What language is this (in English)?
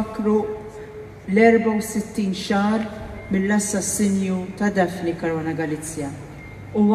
Maltese